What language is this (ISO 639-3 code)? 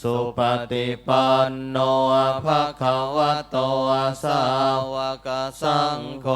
pli